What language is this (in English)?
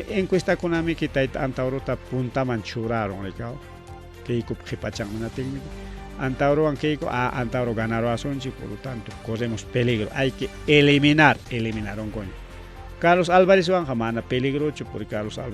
Ayacucho Quechua